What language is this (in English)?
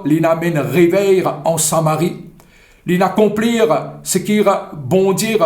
Morisyen